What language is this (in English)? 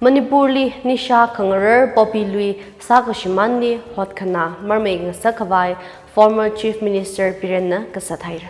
Tangkhul Naga (India)